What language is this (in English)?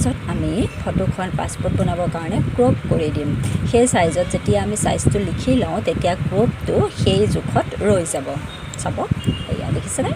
Assamese